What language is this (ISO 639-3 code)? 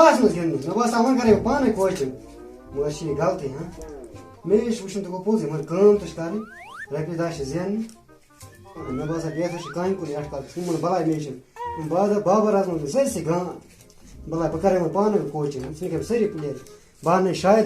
kas